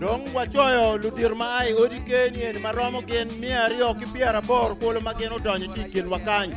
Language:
Acoli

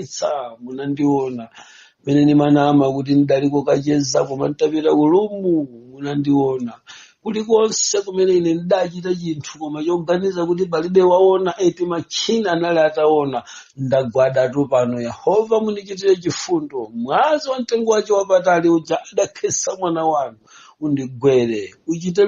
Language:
Nyanja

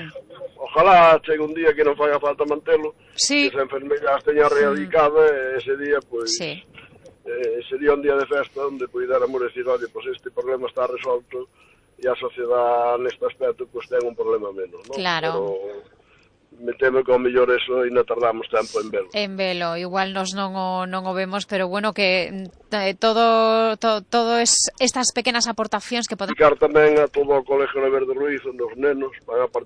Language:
Galician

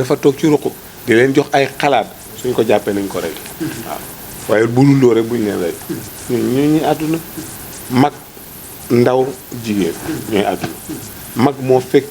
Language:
Wolof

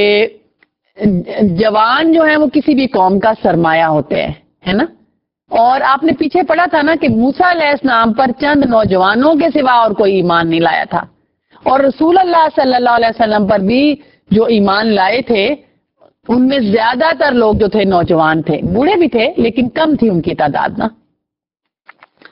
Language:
Urdu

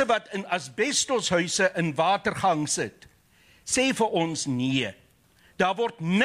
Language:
Afrikaans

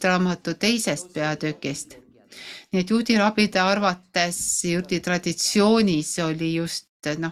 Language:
Estonian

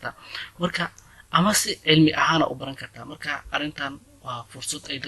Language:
Somali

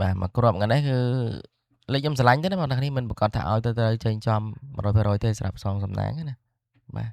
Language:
Khmer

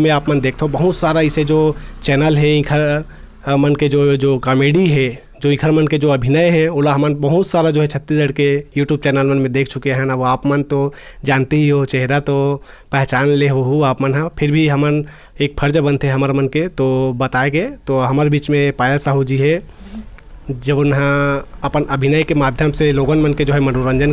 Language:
Chhattisgarhi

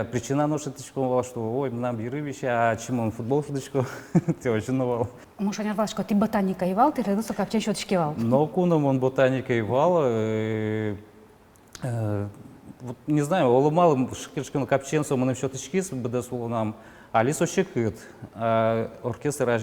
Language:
Udmurt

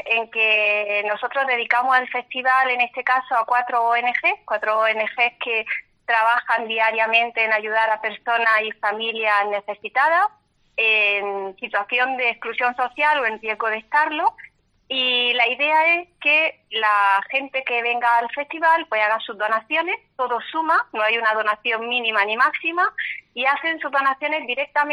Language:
Spanish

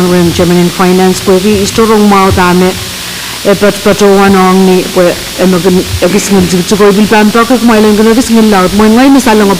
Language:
Pohnpeian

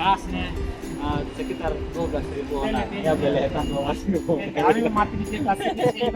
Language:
Tetum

